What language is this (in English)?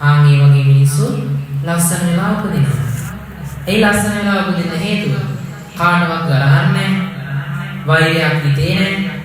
Sinhala